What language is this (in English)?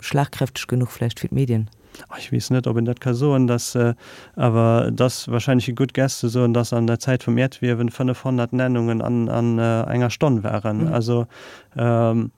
Luxembourgish